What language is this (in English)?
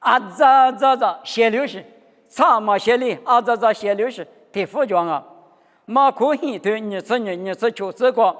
Lisu